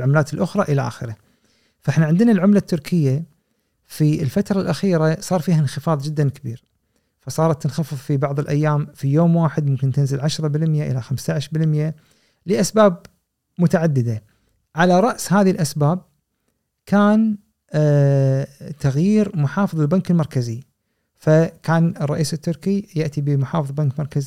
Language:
Gulf Arabic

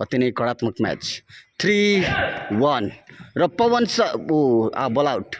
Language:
Nepali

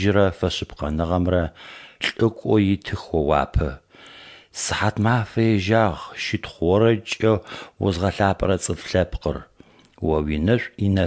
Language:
Adyghe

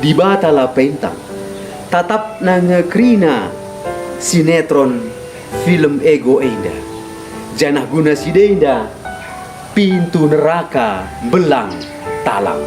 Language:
Batak Karo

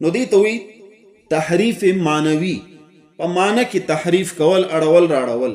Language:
Pashto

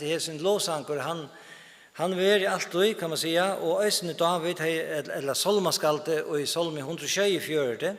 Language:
Faroese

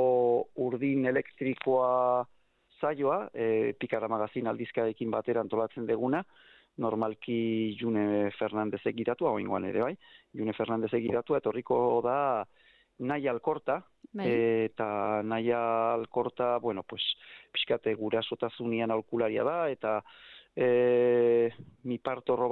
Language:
Basque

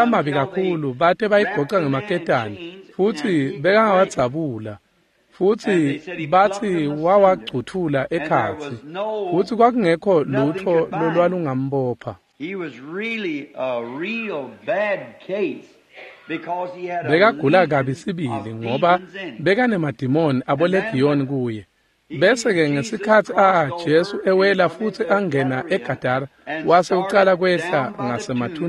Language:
Swati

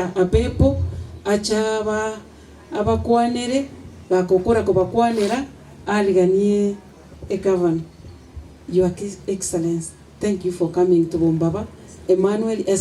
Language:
Gusii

